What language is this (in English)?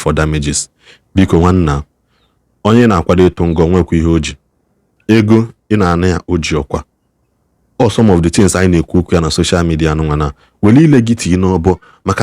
Igbo